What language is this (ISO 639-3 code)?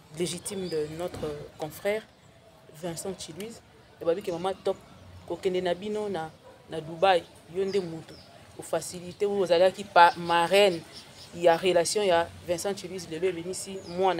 lin